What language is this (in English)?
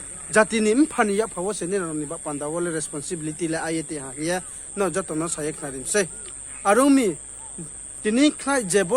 Riang (India)